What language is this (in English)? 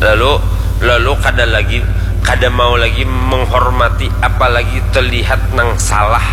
Banjar